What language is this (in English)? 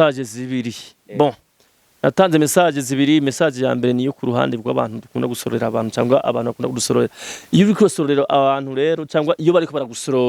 Rundi